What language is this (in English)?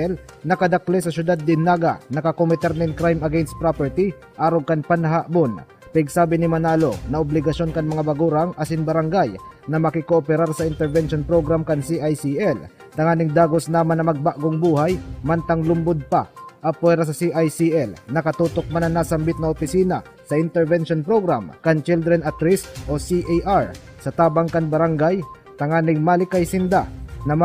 Bikol